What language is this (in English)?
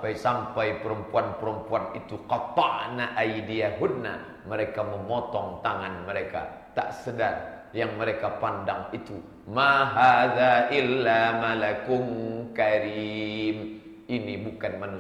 Indonesian